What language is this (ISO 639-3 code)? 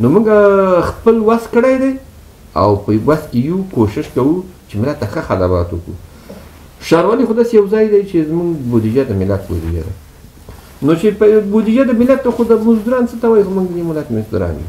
pus